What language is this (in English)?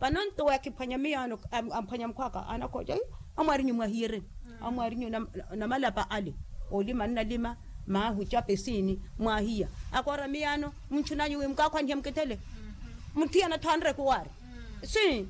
Makhuwa